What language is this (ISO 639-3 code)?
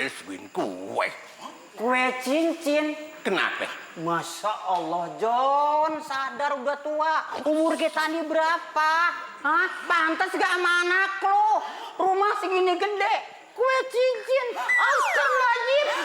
bew